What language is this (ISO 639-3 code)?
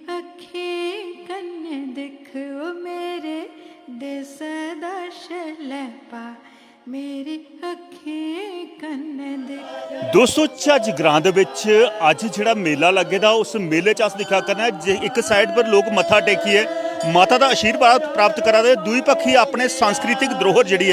doi